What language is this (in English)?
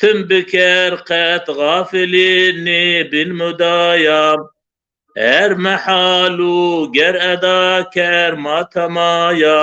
Zaza